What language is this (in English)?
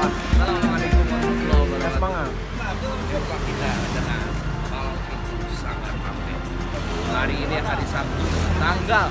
Betawi